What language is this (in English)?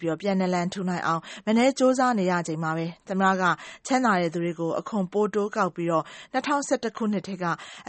Burmese